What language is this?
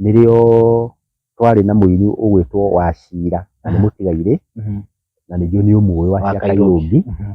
Kikuyu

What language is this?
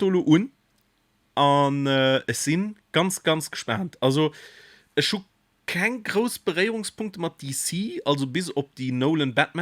Luxembourgish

